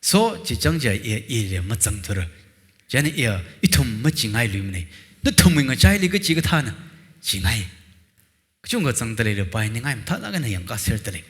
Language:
Tangkhul Naga (India)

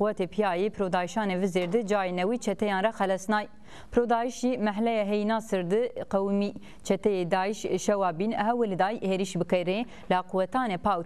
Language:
Zaza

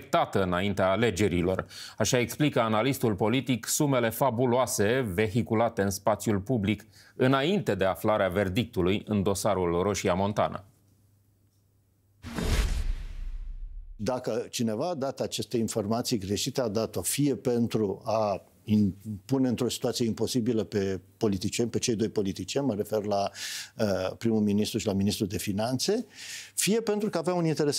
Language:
Romanian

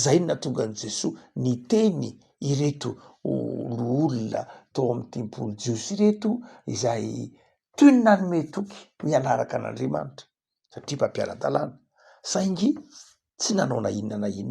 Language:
Malagasy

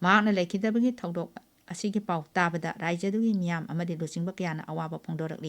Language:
Manipuri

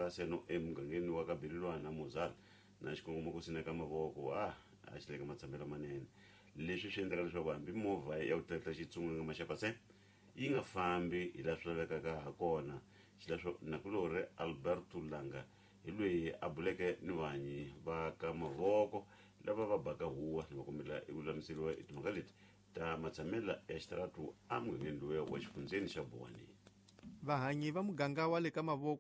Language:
Tsonga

